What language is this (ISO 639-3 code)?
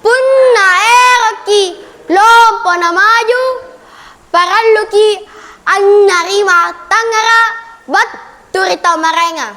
mak